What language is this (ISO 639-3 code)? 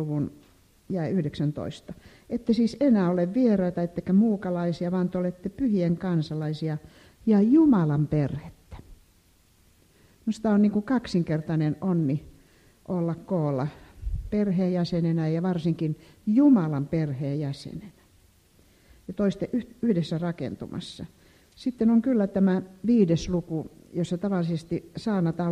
fin